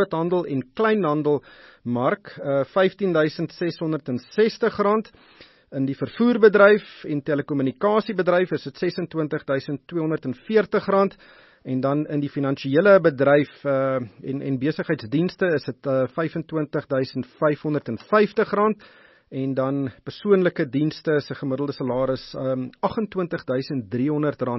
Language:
Afrikaans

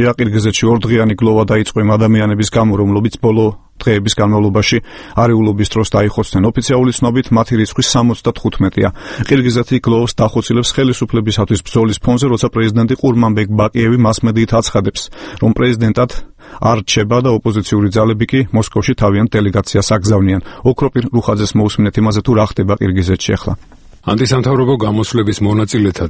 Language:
Georgian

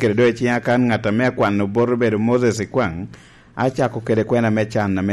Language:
Lango (Uganda)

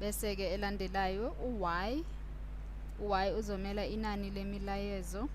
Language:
Zulu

